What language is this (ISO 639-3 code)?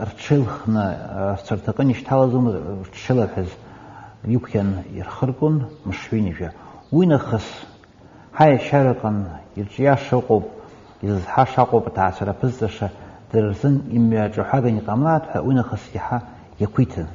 abk